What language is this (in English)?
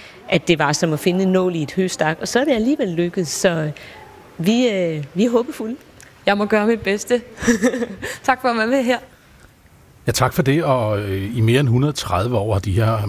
Danish